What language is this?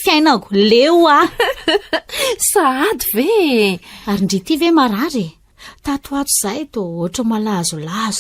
Malagasy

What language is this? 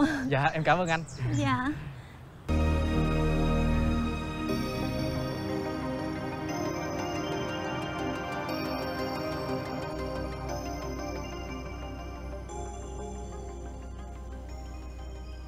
Vietnamese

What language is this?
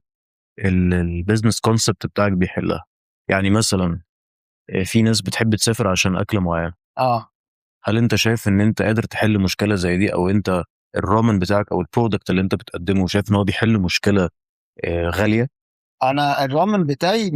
Egyptian Arabic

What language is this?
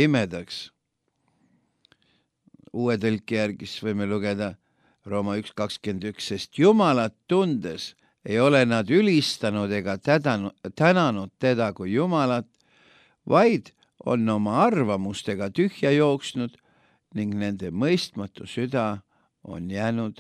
Estonian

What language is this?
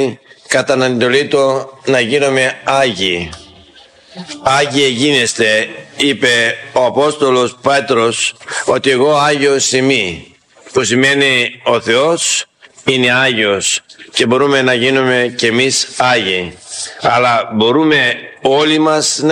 Greek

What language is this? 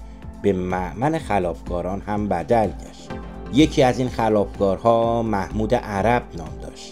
Persian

